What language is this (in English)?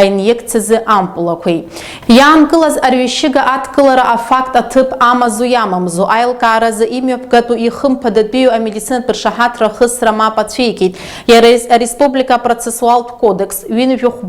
Abkhazian